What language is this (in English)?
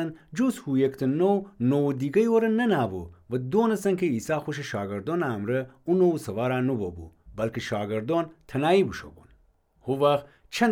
Gilaki